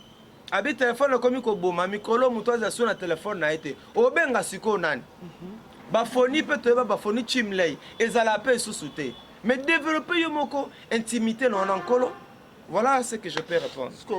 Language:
Lingala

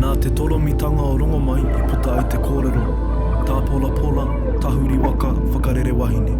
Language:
Māori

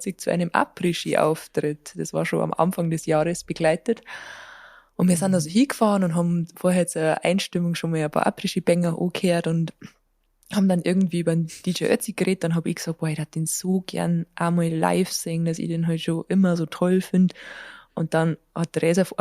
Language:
Bavarian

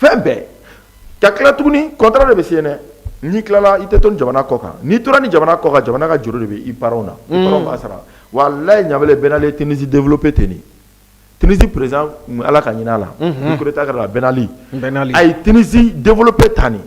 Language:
Bambara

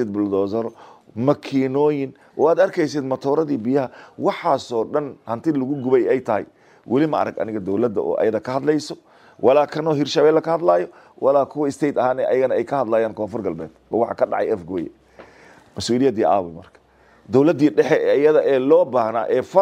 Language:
Somali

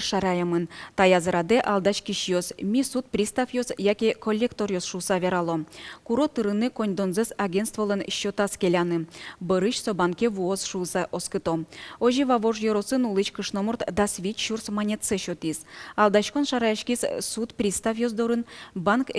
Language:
Udmurt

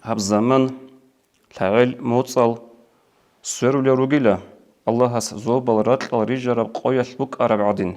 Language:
Avaric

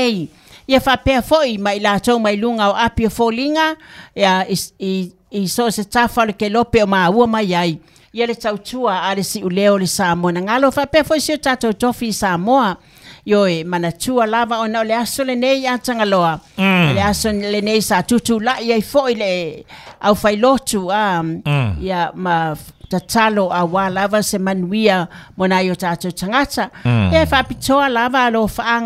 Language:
Samoan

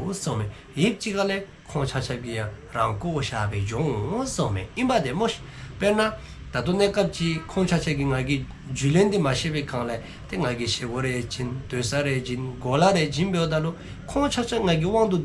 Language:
Dzongkha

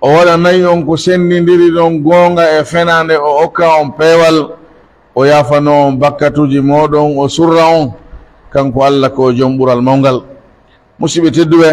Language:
Pular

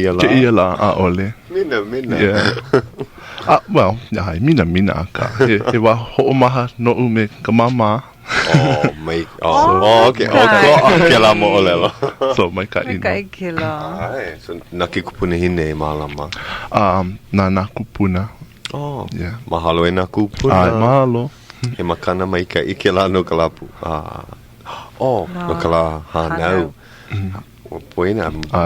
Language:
Hawaiian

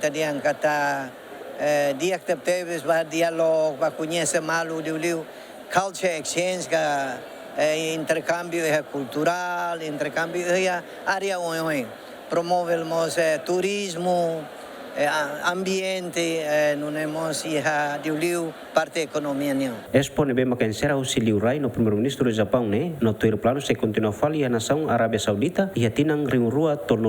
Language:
Tetum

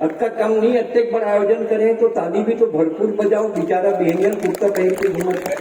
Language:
Chhattisgarhi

